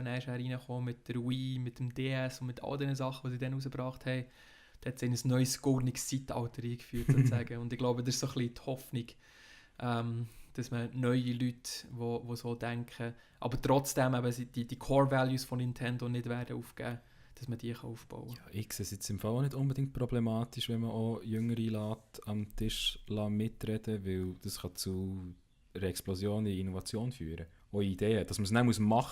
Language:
Swiss German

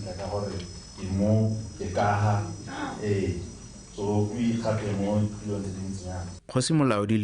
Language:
Tswana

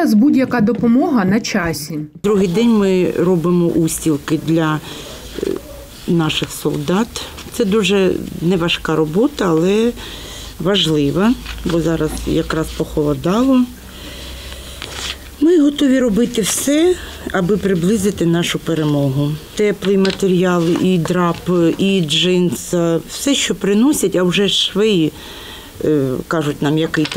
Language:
Ukrainian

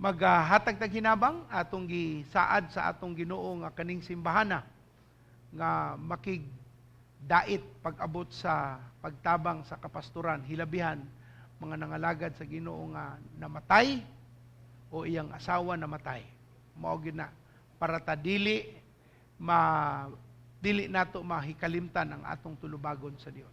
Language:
Cebuano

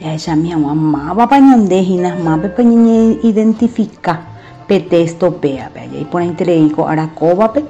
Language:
Guarani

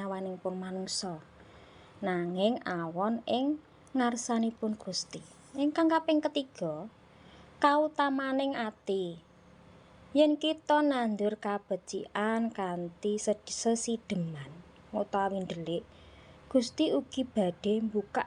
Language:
Javanese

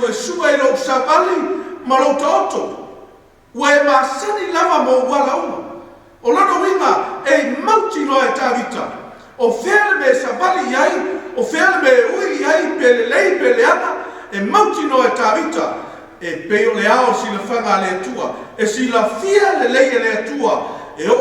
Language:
Samoan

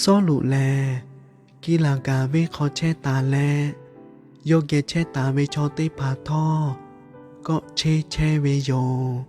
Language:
Lahu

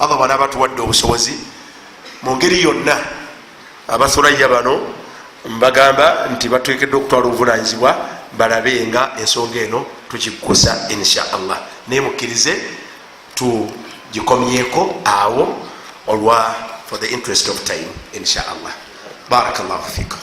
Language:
Ganda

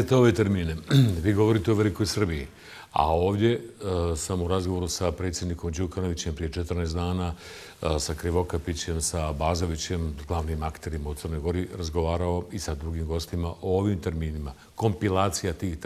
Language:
Bosnian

